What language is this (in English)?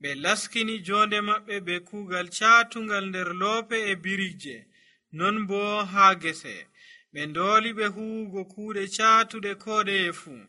Nigerian Fulfulde